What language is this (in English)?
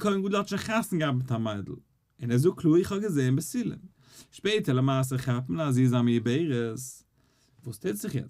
Yiddish